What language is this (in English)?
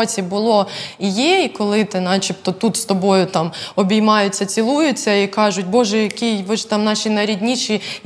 Ukrainian